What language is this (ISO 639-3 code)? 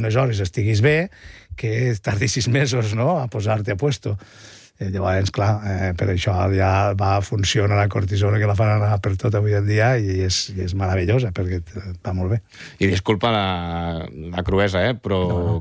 cat